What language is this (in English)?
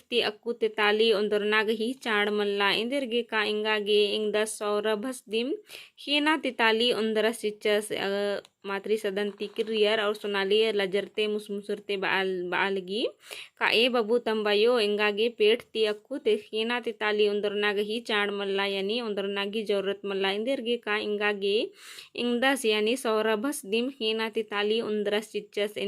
Kurukh